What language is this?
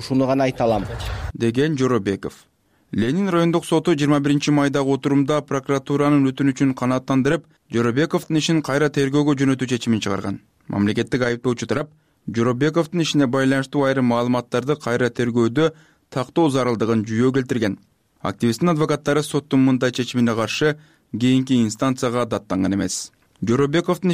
Kyrgyz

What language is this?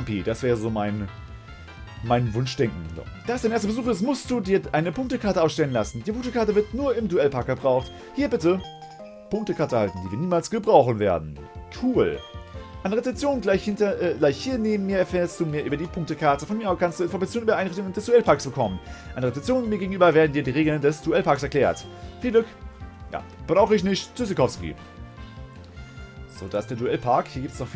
German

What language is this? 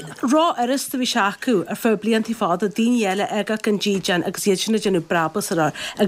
Irish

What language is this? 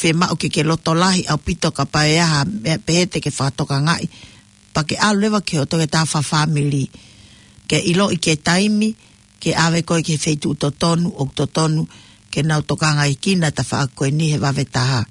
Tongan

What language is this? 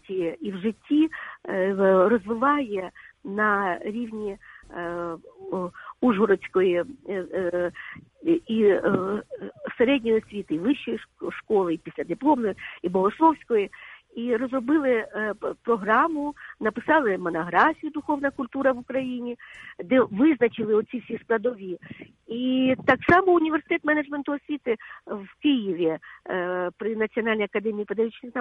Ukrainian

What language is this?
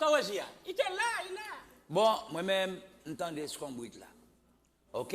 Haitian Creole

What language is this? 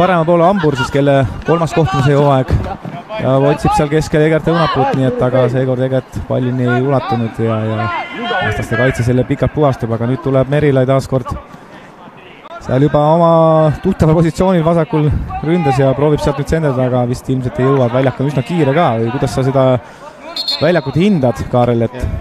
Estonian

